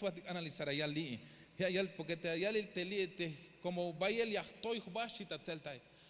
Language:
Tzeltal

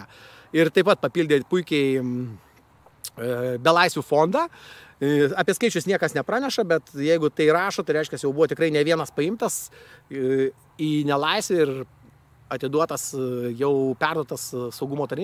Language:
Lithuanian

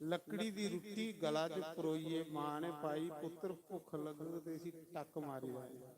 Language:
Dogri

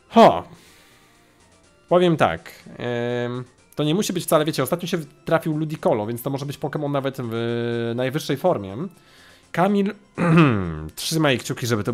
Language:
Polish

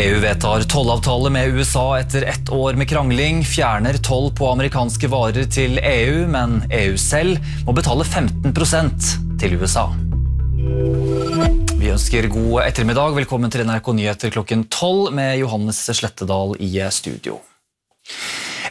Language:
Norwegian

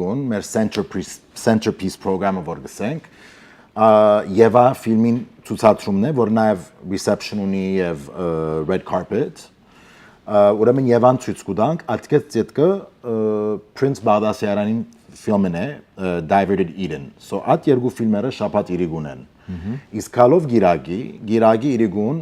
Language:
Western Armenian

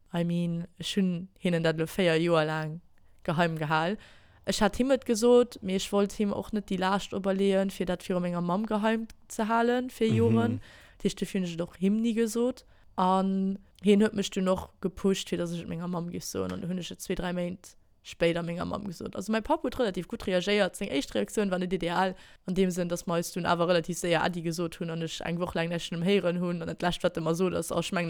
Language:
Luxembourgish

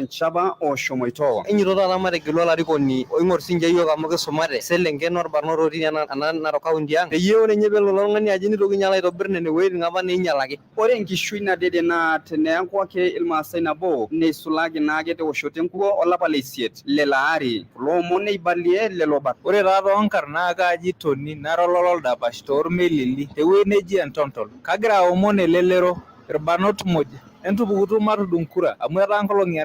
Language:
Masai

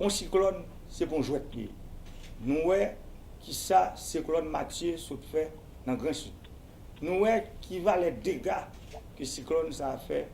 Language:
Haitian Creole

